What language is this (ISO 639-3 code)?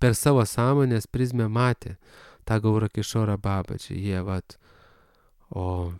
lit